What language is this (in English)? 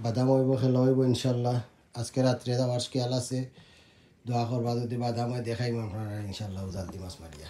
Sylheti